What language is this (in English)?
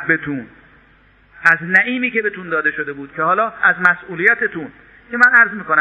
Persian